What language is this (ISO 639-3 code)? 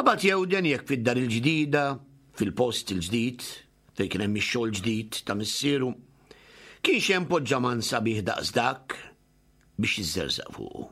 mlt